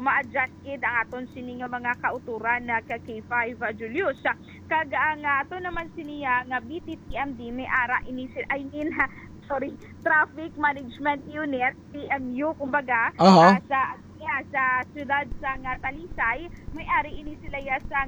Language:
Hiligaynon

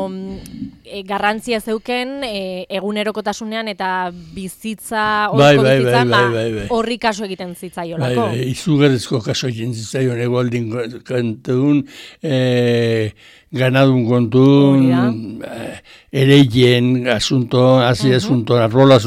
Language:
Basque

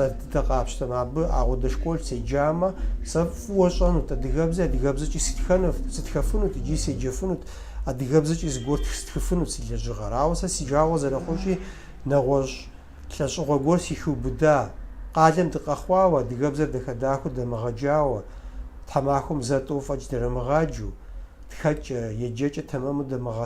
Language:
Kabardian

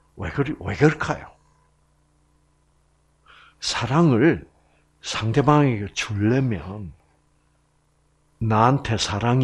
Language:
Korean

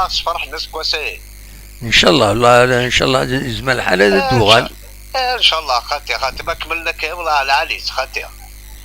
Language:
Algerian Arabic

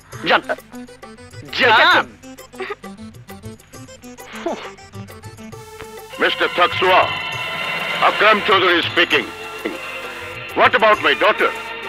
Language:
Bangla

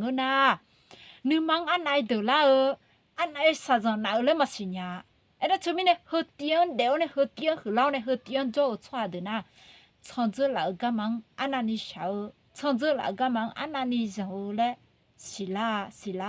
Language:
Akha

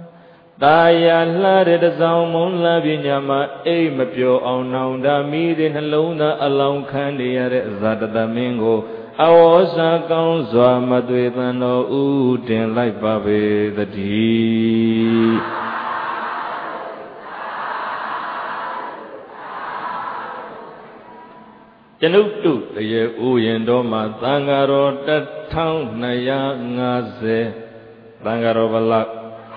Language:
Burmese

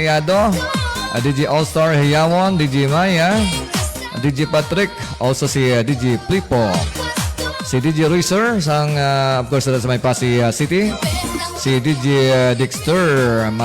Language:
Hiligaynon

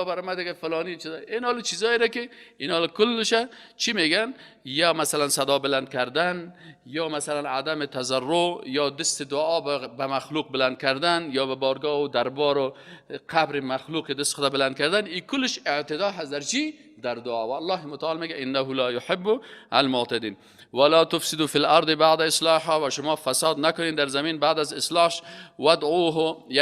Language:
Persian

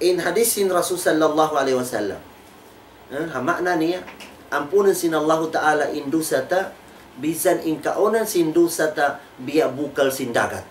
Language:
Tausug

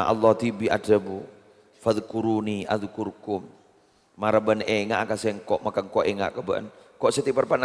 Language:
Madurese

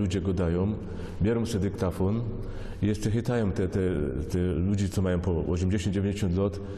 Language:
Silesian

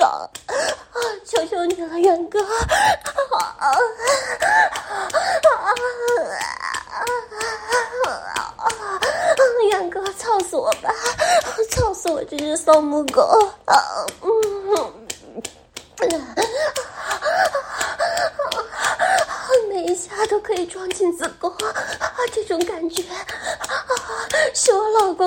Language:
Chinese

